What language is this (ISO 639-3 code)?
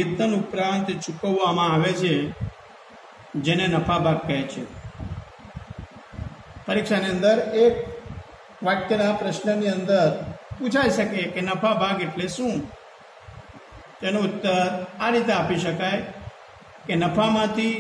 guj